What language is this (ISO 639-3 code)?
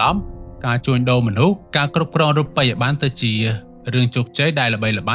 khm